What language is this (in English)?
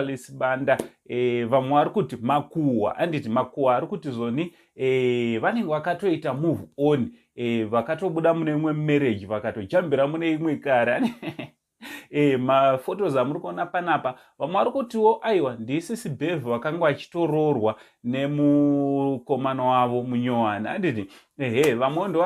Shona